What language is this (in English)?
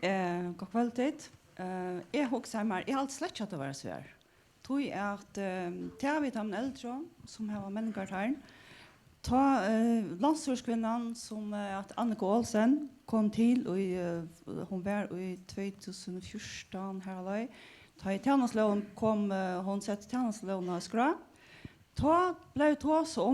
Faroese